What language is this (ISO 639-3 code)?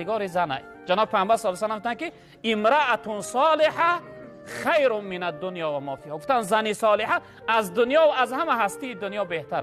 tgk